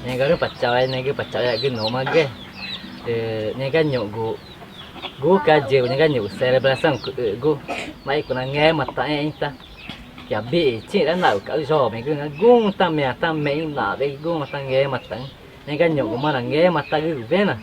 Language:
Ticuna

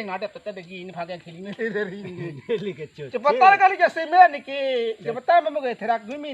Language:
Karbi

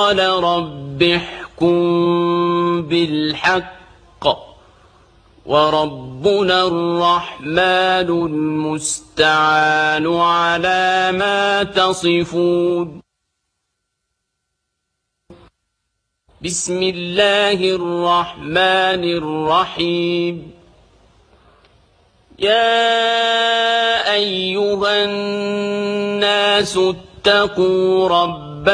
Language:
Arabic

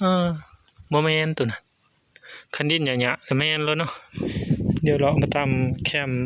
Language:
Northeastern Thai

